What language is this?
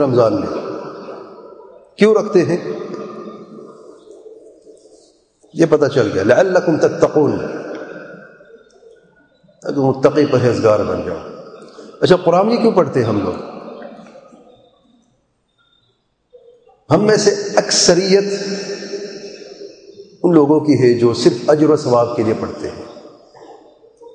Urdu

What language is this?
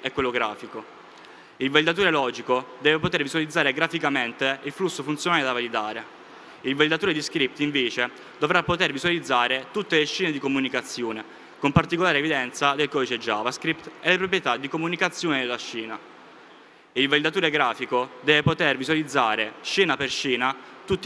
Italian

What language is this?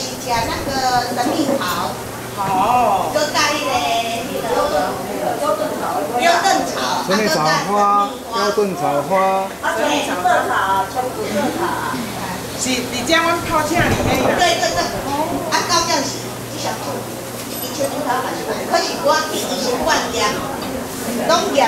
Min Nan Chinese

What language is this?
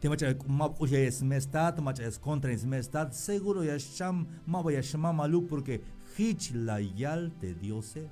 Tzeltal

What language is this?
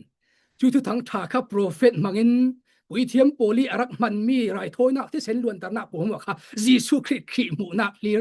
Falam Chin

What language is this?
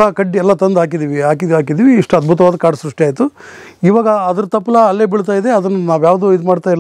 Kannada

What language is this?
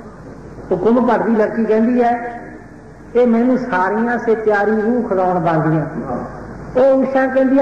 Punjabi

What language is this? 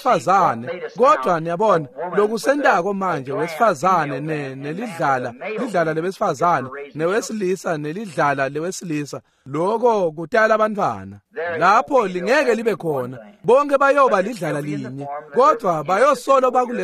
Swati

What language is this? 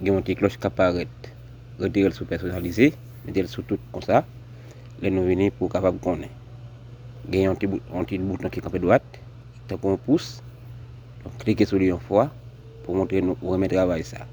Haitian Creole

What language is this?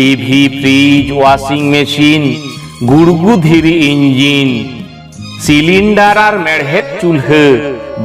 Santali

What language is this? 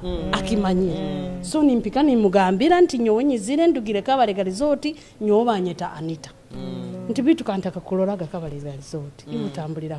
Nyoro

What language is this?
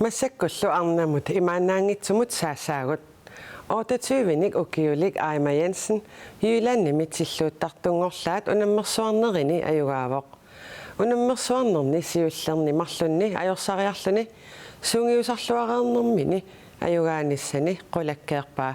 Kalaallisut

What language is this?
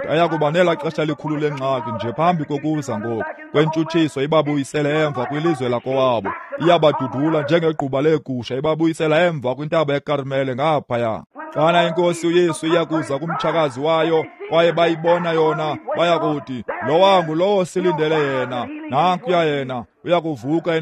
Xhosa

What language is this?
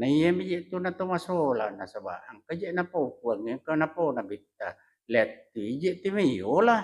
Buginese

